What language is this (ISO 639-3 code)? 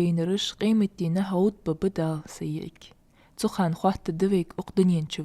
inh